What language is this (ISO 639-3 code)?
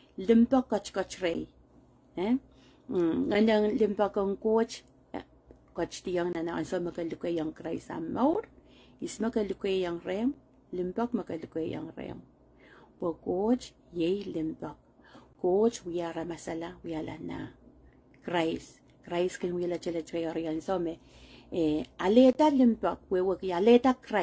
pon